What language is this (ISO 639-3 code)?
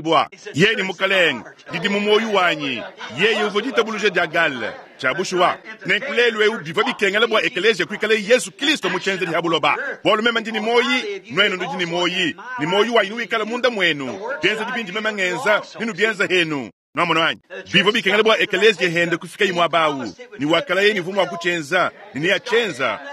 lua